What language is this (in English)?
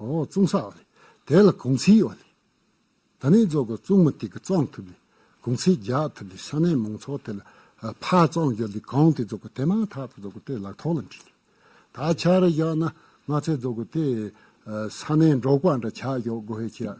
Tibetan